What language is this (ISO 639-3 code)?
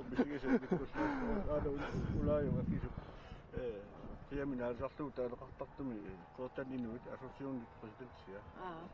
kal